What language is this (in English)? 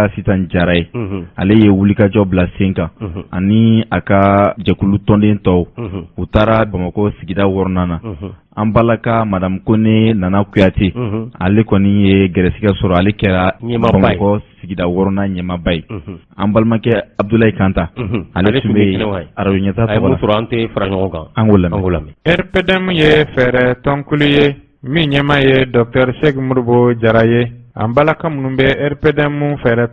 Bambara